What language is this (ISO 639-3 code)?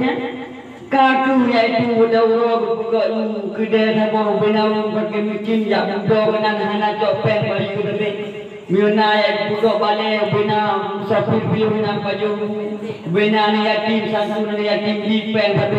ace